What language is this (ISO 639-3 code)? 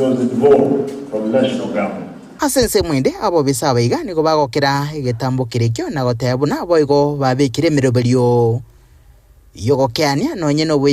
guz